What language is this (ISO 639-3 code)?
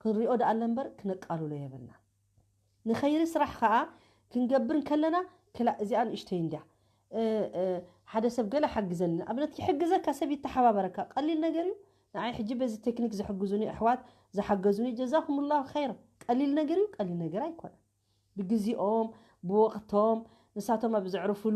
tir